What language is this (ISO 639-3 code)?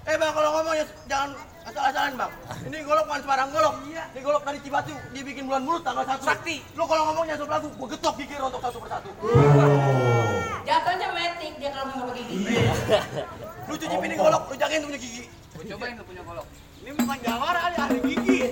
bew